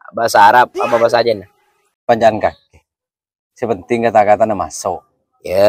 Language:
Madurese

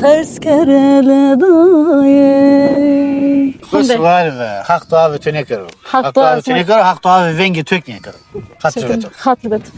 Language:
Zaza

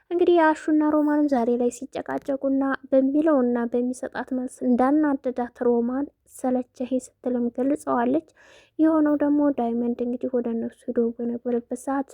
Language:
Amharic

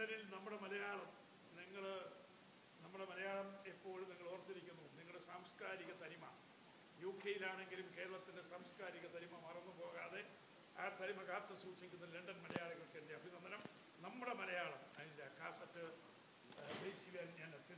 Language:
Malayalam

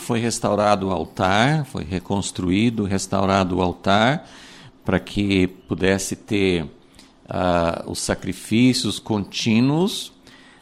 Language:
Portuguese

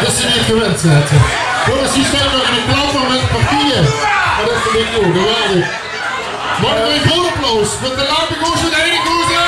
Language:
Limburgish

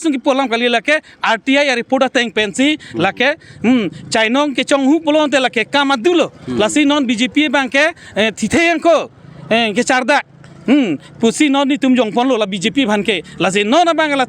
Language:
Karbi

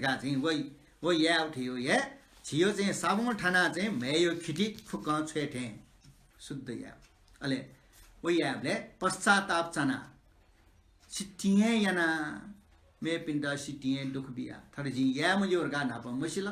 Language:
Newari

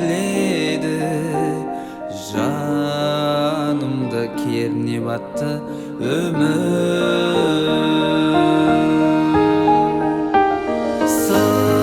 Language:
Kazakh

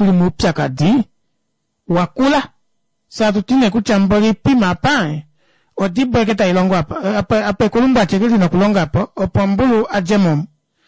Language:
Kuanyama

